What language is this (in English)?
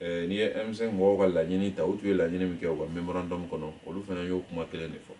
Bambara